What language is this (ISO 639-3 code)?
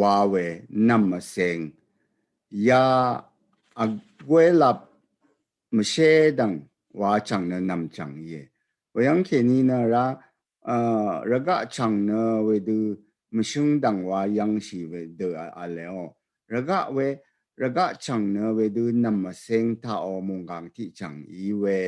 raw